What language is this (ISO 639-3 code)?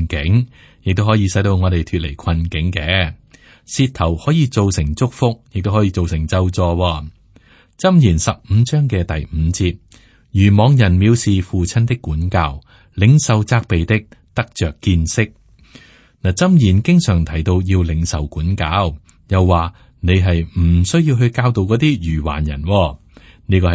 yue